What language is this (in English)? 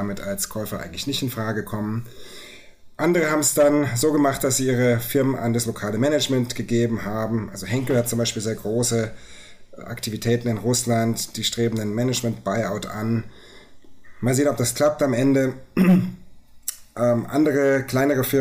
German